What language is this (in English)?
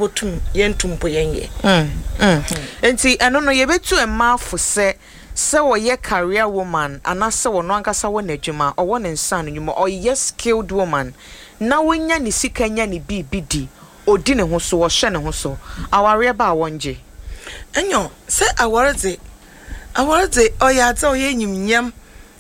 Akan